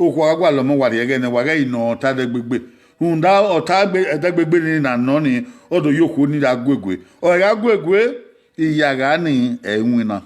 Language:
Bini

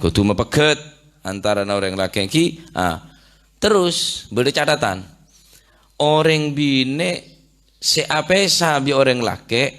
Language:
Madurese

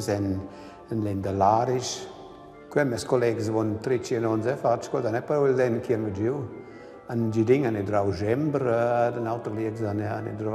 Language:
Romansh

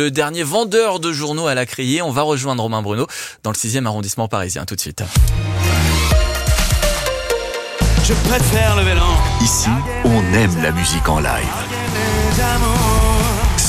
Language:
French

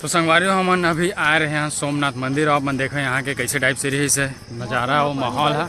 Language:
Chhattisgarhi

